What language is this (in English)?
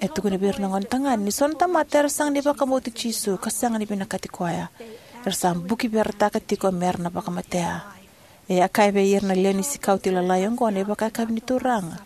Fijian